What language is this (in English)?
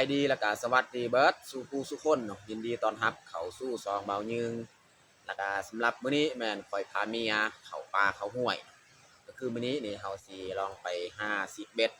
Lao